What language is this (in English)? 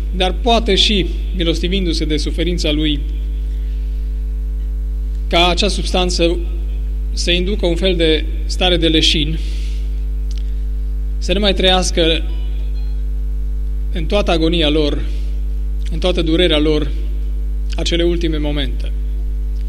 Romanian